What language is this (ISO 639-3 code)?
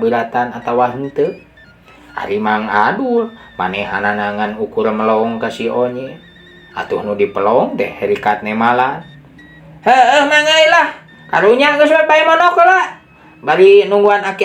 sun